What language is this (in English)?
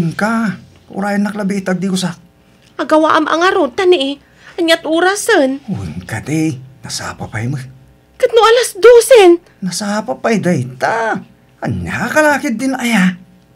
Iloko